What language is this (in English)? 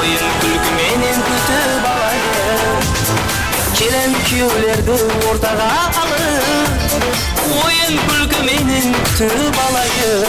Kara-Kalpak